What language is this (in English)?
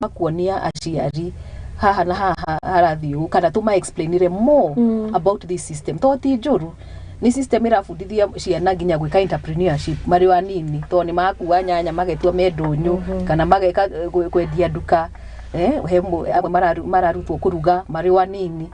Kikuyu